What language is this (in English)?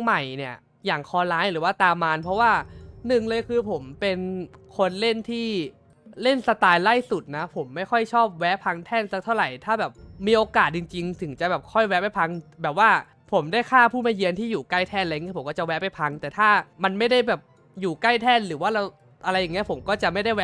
Thai